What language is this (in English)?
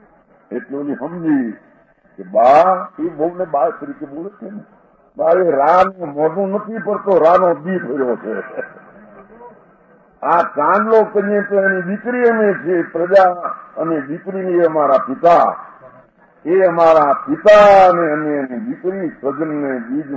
Gujarati